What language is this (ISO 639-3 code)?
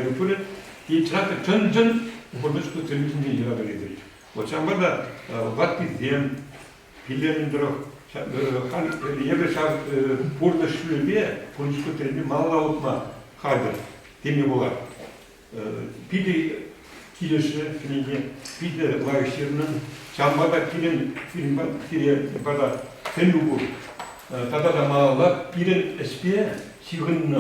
chv